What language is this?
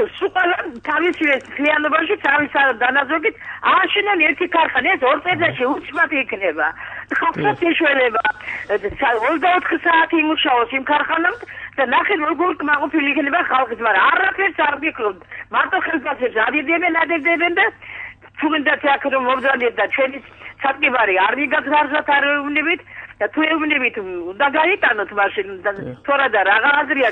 Georgian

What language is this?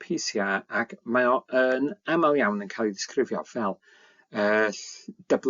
Welsh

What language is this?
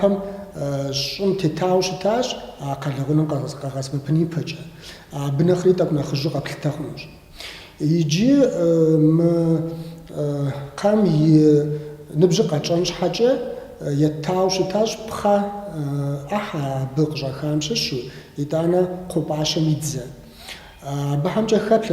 Kabardian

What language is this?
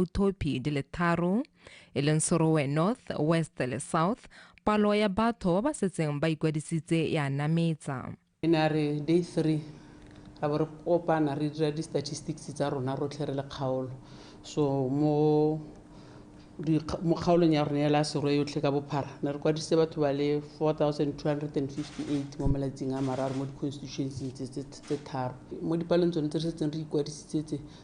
Tswana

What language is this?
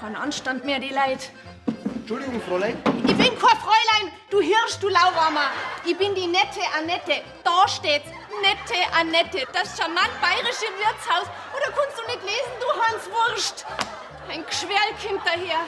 Bavarian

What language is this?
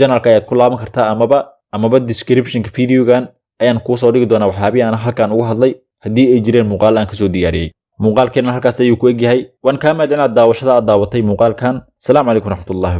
Somali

